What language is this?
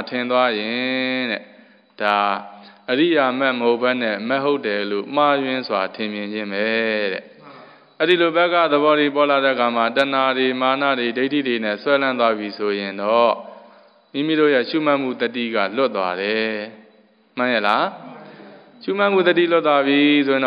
Burmese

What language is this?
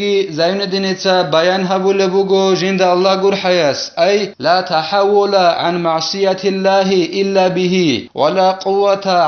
Avaric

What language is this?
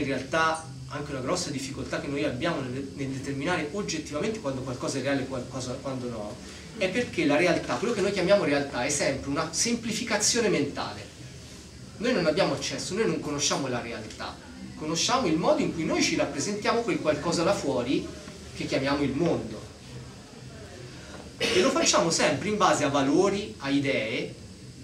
Italian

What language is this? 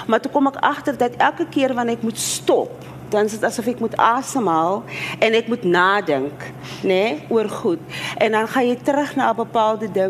Afrikaans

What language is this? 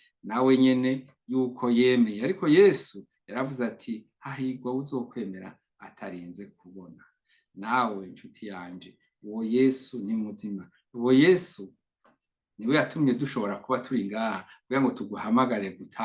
Rundi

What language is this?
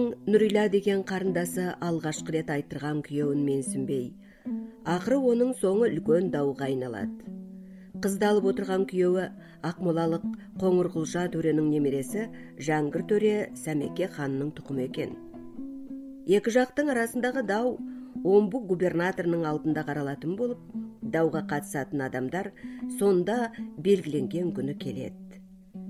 Kazakh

